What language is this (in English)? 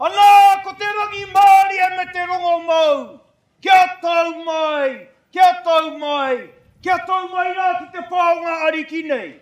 Māori